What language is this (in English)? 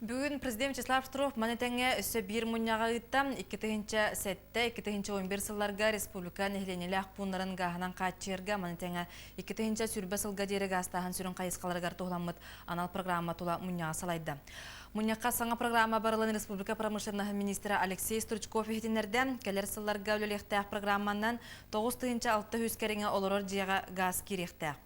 Yakut